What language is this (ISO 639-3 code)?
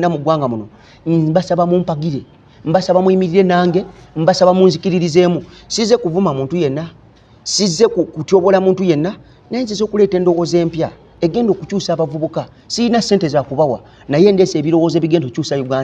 lug